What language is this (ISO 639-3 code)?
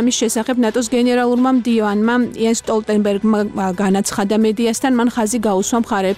kat